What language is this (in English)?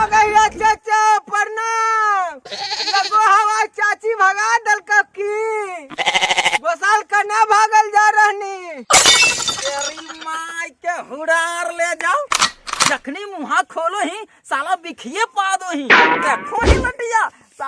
Magahi